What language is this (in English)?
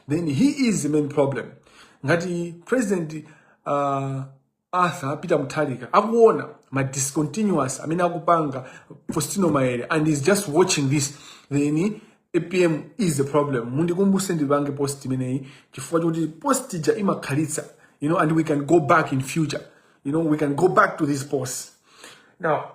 Nyanja